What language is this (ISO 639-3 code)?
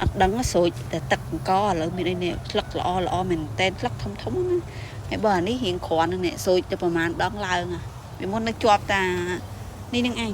khm